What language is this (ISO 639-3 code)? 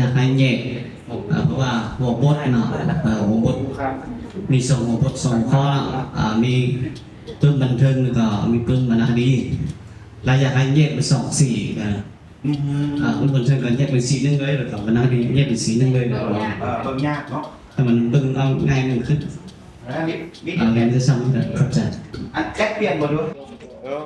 lao